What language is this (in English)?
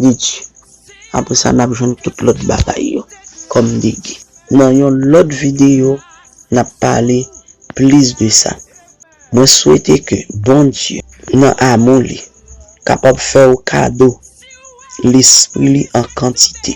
Haitian Creole